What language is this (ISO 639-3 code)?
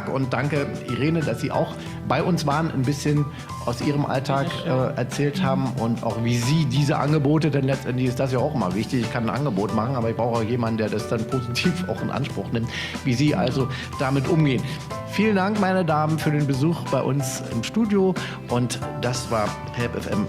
deu